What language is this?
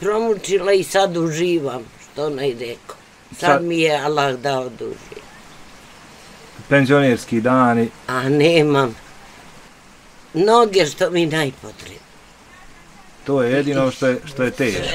Bosnian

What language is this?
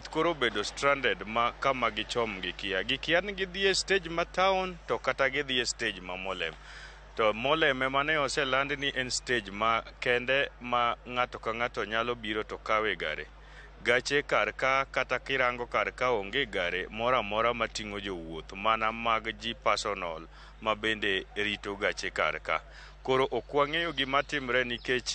Luo (Kenya and Tanzania)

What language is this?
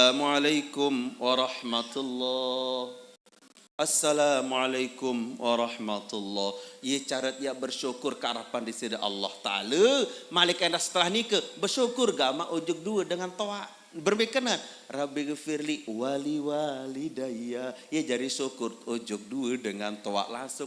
Sasak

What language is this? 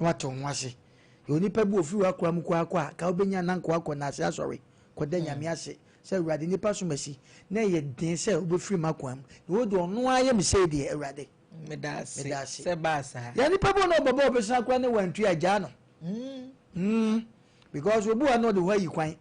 Akan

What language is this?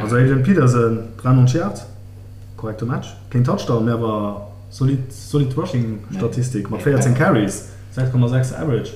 Luxembourgish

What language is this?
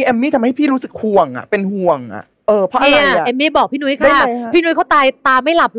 Thai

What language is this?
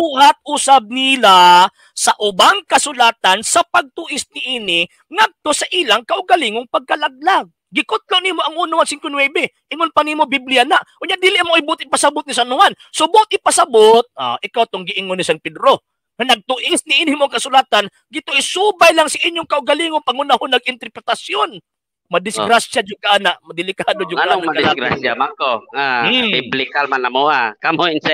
Cebuano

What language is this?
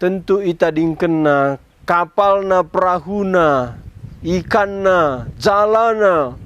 Batak Karo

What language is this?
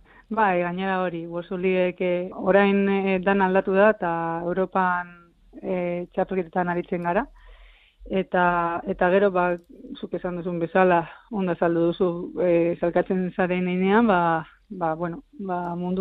Basque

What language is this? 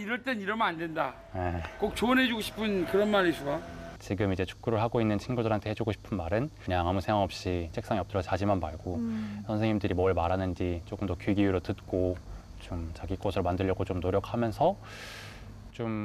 Korean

